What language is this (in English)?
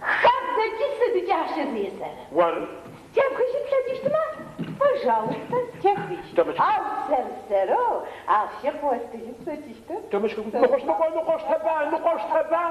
Adyghe